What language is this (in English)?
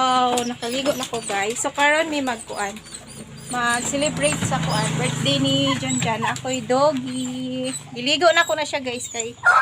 Cebuano